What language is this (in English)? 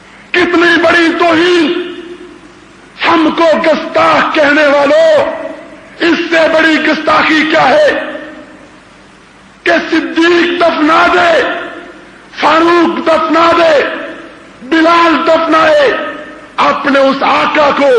Urdu